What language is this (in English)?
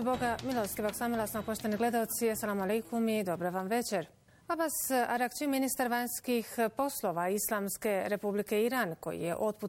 Bosnian